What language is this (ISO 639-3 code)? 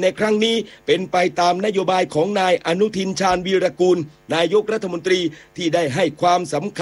tha